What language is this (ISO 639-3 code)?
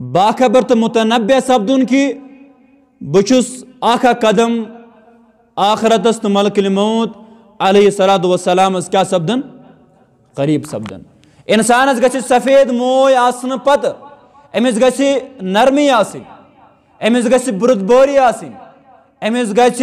kas